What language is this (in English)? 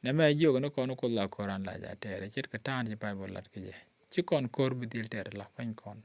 Nuer